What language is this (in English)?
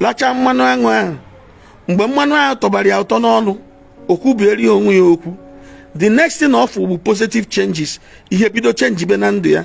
Igbo